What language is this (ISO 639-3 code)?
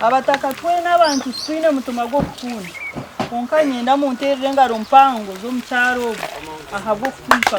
nyn